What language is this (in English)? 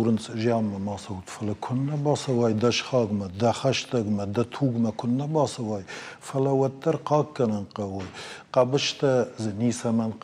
Ossetic